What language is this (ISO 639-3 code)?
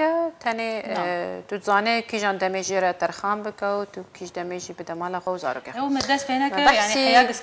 kur